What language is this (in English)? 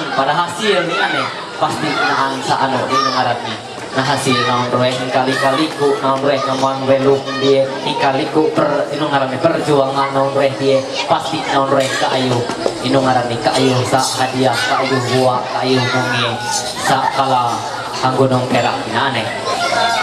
Ma'anyan